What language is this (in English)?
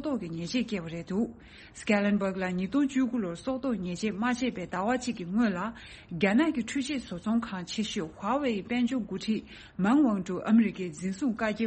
Tibetan